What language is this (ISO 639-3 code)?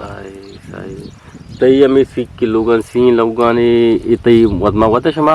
bgp